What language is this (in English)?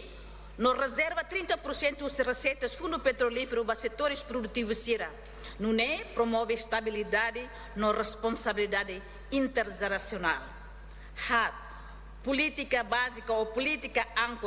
Tetum